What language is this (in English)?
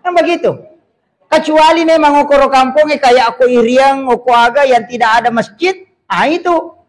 Buginese